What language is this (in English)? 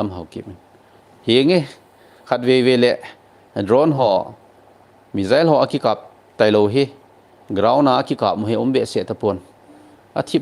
Thado Chin